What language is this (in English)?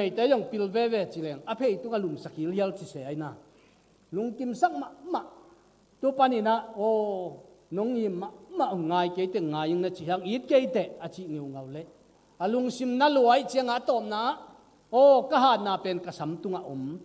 Tedim Chin